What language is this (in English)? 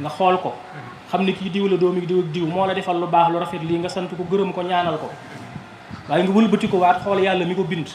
Wolof